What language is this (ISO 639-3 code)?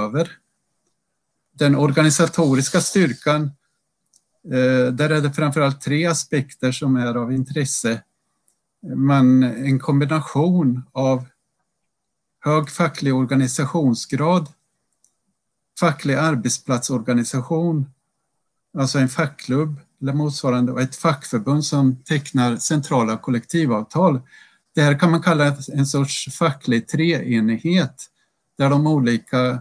swe